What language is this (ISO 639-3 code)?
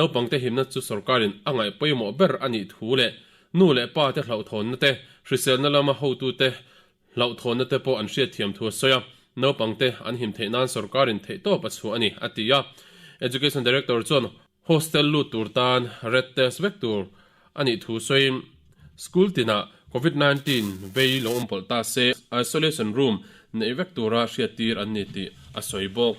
lus